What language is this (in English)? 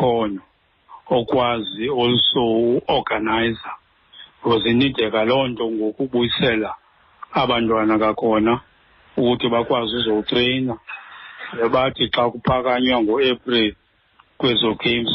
Xhosa